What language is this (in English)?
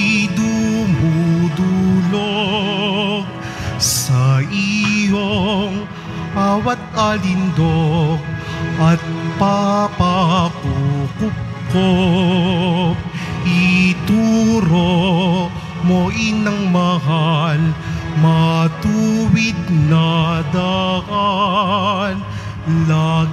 Filipino